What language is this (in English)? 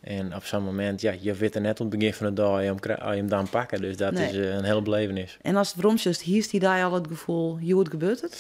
Western Frisian